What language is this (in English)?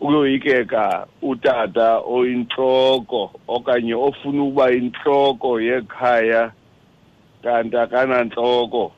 Xhosa